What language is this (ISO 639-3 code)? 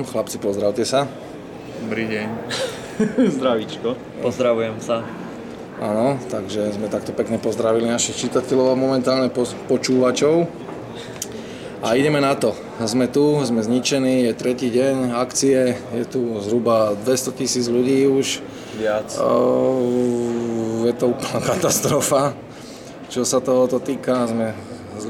slk